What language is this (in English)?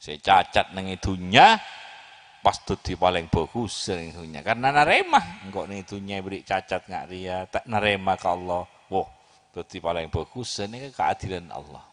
Madurese